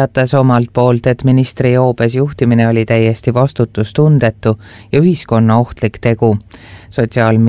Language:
Estonian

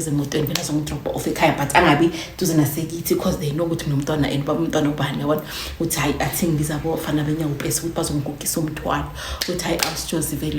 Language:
Zulu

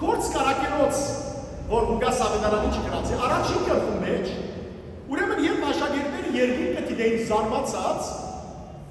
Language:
Western Armenian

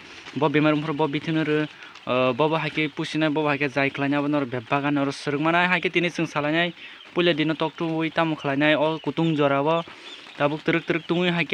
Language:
Kok Borok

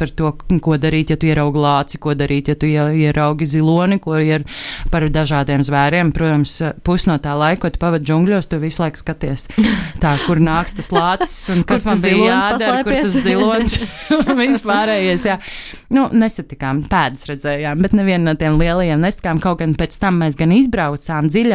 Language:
Latvian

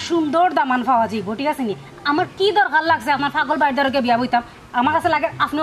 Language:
Sylheti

